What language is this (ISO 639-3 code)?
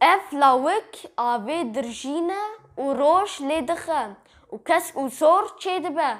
kur